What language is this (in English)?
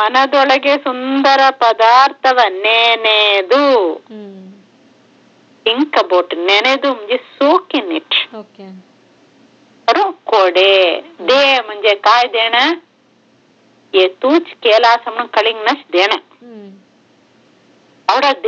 Marathi